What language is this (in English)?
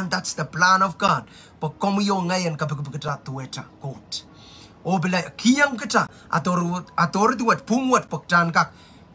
Pohnpeian